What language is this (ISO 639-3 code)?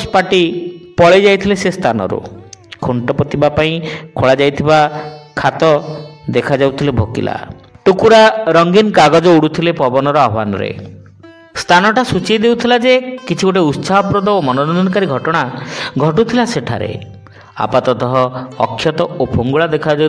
ori